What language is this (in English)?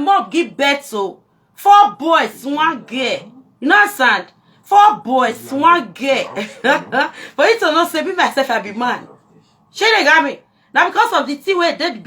Nigerian Pidgin